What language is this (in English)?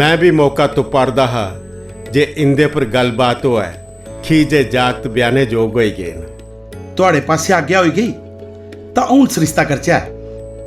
Dogri